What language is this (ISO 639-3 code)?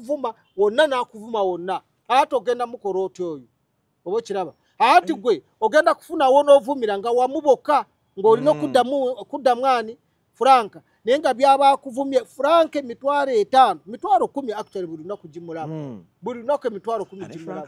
lug